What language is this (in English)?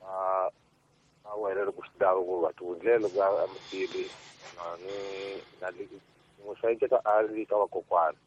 Tsonga